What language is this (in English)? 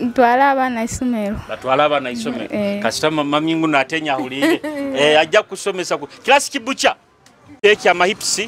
Nyoro